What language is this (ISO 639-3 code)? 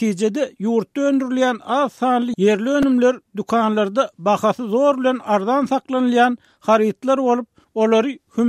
tuk